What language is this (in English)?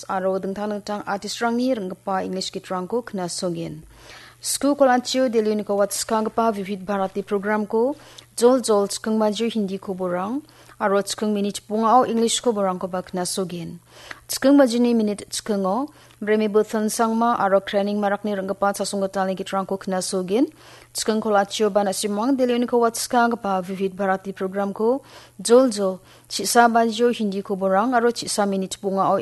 Garo